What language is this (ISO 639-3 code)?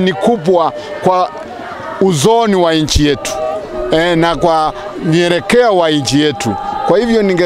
swa